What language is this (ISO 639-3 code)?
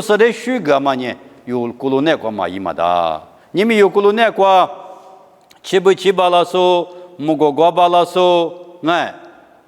lis